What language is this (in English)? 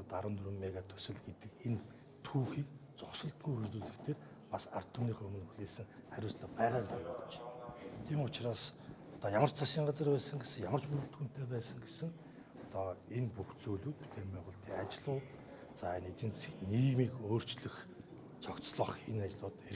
Mongolian